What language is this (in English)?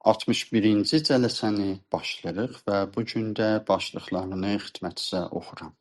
South Azerbaijani